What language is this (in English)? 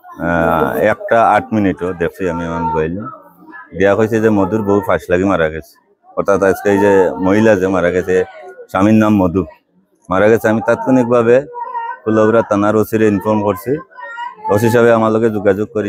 Sylheti